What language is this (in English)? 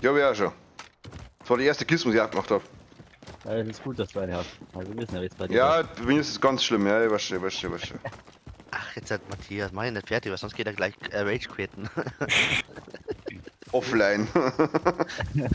Bavarian